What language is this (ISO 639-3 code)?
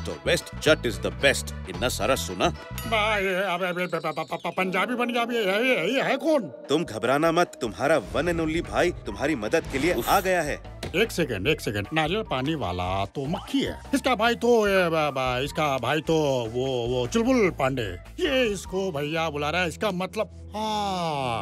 hin